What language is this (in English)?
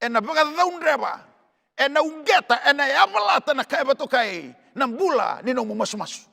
Fijian